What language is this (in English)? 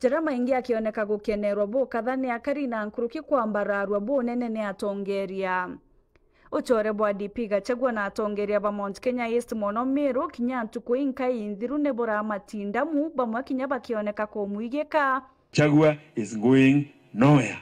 Meru